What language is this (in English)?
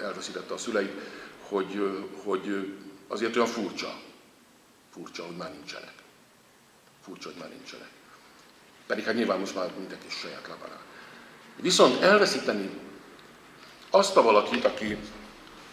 Hungarian